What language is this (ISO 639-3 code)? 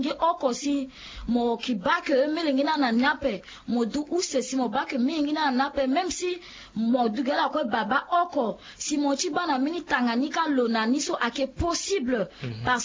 sag